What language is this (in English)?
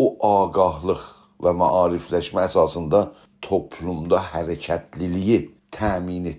South Azerbaijani